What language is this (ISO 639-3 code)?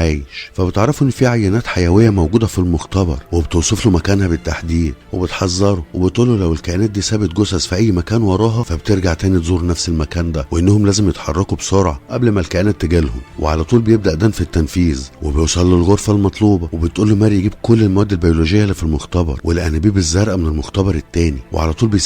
arz